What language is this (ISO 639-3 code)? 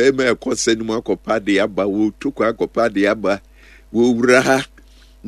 aka